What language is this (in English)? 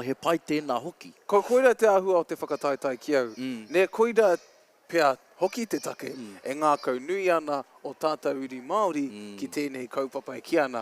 Māori